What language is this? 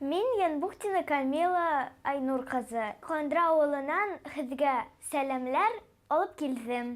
Bashkir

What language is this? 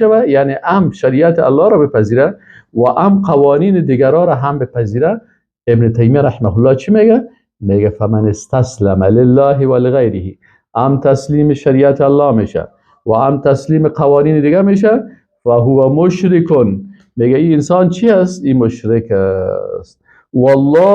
Persian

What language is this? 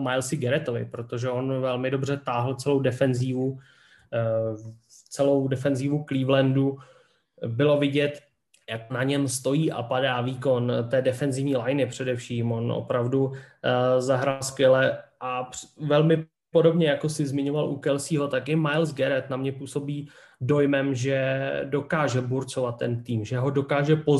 Czech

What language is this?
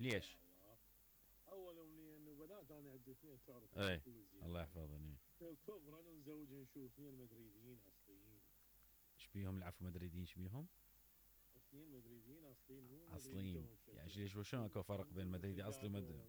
Mesopotamian Arabic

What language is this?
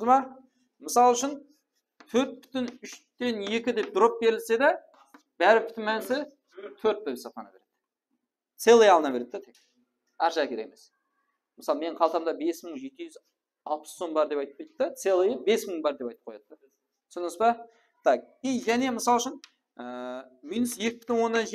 Kara-Kalpak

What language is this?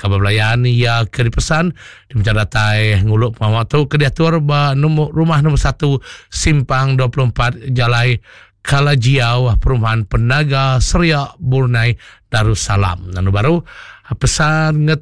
Iban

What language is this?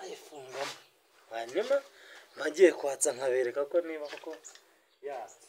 Kinyarwanda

